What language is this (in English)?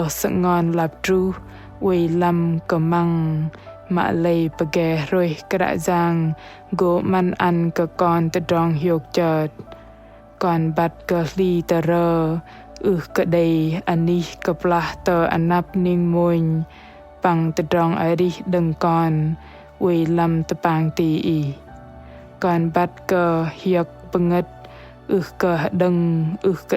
Bahnar